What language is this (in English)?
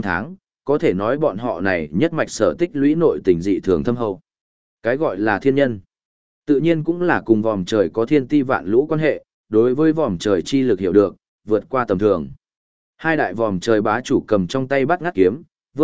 Vietnamese